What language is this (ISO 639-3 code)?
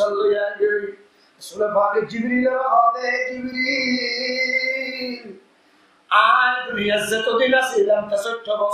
rhg